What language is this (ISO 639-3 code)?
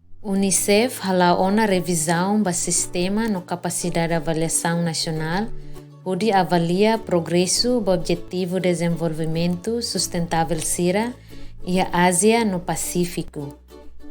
tet